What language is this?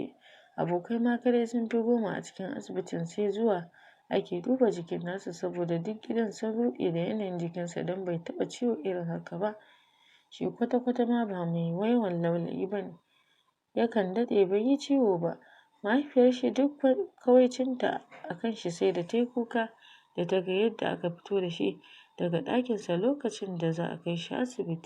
Hausa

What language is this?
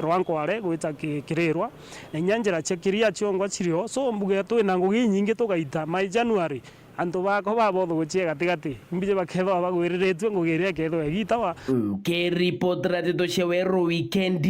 Meru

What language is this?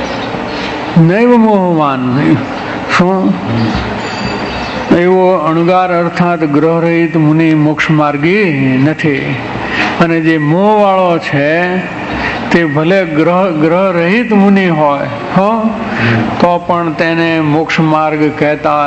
Gujarati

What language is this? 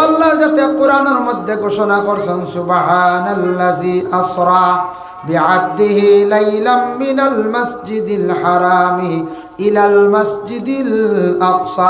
Sylheti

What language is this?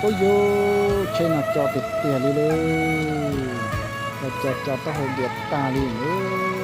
Hmong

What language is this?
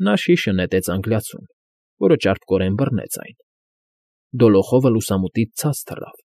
Armenian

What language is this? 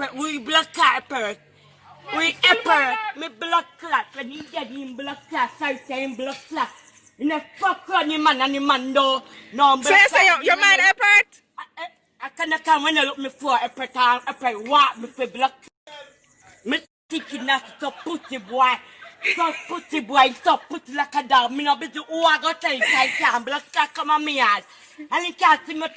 Jamaican Creole English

